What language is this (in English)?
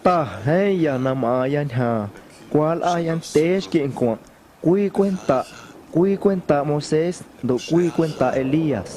Guerrero Amuzgo